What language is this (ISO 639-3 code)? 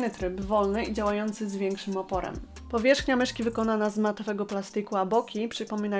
pol